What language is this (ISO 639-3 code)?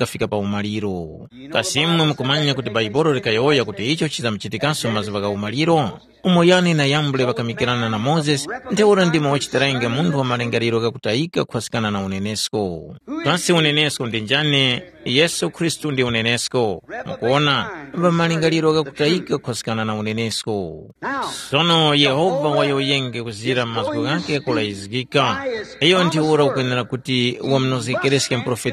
tum